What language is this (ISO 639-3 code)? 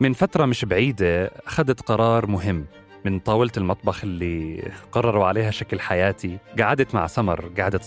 apc